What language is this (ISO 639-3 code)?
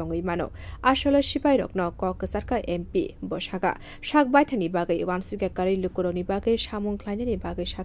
trp